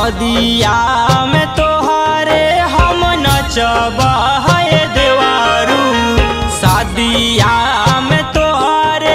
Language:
Bhojpuri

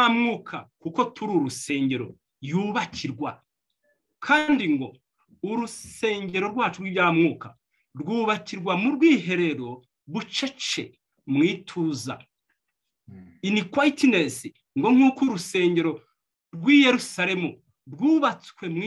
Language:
Kinyarwanda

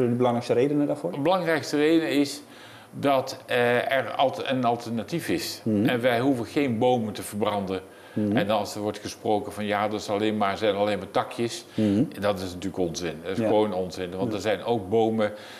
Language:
Dutch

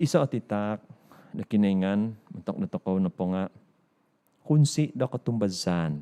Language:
Central Dusun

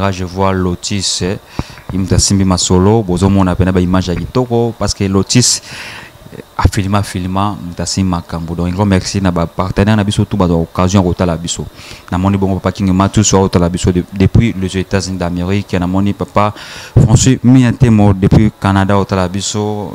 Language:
Lingala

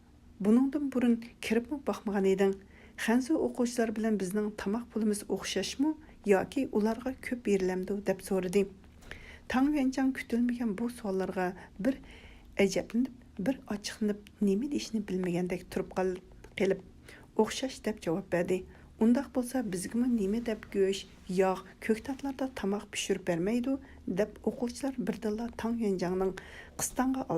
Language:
Uyghur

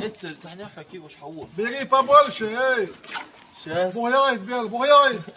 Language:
Chechen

